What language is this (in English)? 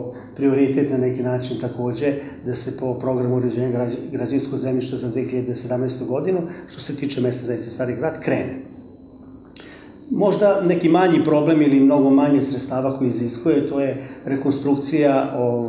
Serbian